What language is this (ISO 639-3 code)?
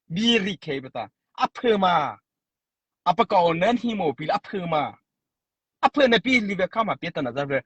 mrh